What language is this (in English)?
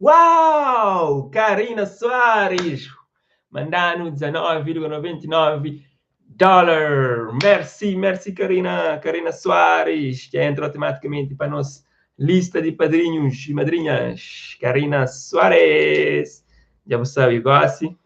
Kabuverdianu